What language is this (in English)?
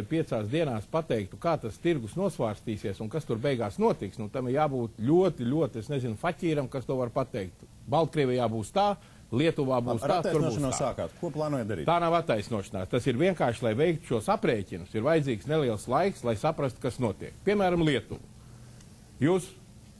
Latvian